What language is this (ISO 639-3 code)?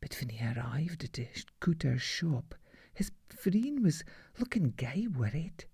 sco